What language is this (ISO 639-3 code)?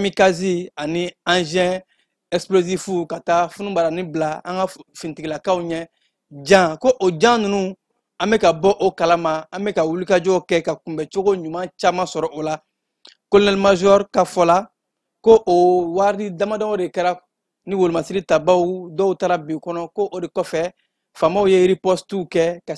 bam